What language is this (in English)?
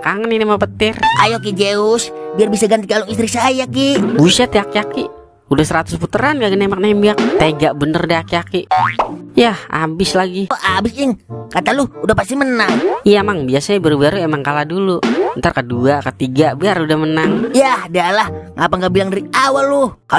Betawi